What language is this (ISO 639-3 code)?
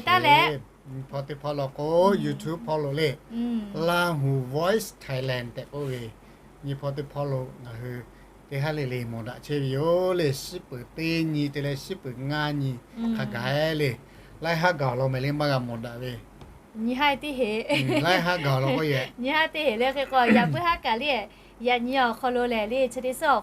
lhu